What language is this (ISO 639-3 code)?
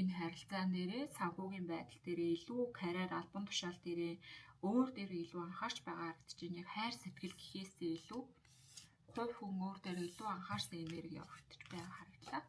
mon